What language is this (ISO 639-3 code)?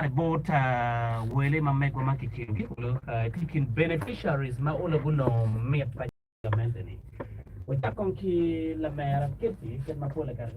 ach